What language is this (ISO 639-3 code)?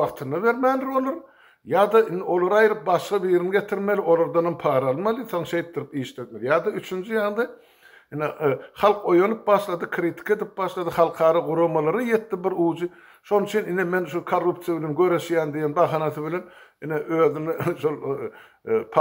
tuk